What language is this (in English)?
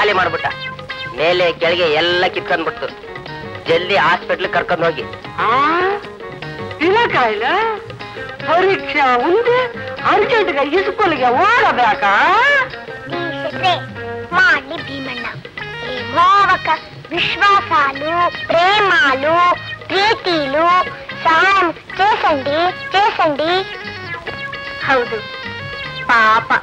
Kannada